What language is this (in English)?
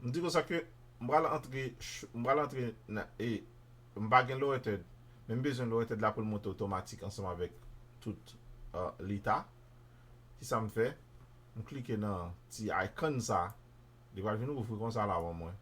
Haitian Creole